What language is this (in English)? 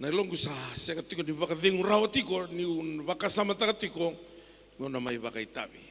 Fijian